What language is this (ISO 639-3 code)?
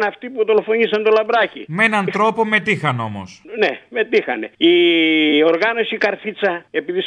ell